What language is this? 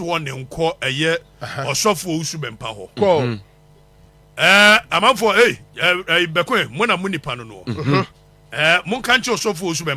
Akan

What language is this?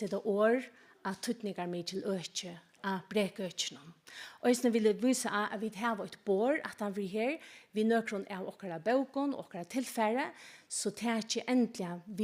Faroese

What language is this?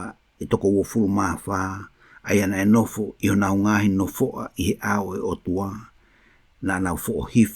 Tongan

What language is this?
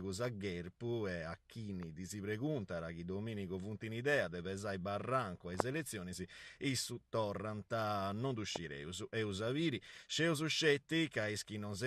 Sardinian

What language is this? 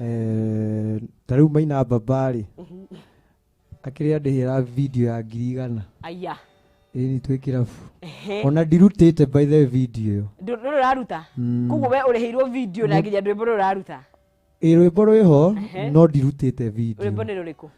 Kikuyu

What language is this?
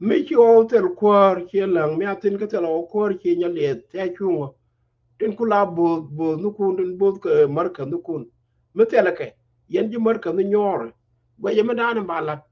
Nuer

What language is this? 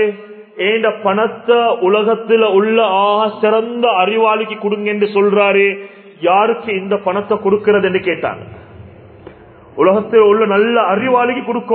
Tamil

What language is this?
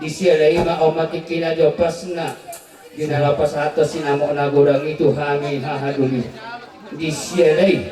Batak Toba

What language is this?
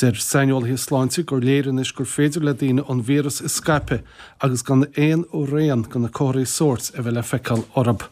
Irish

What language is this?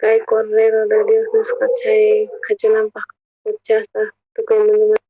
South Bolivian Quechua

